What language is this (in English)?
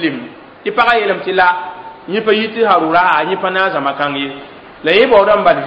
Mossi